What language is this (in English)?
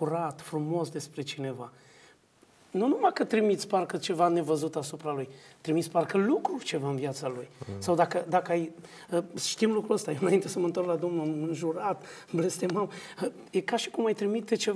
Romanian